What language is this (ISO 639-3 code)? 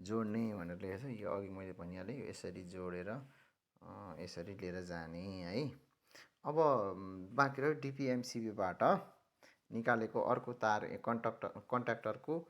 nep